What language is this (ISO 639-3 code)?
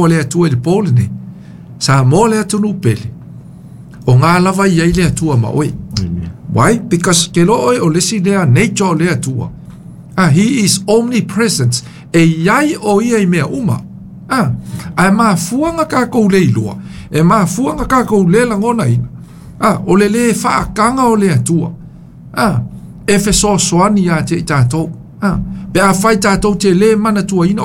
smo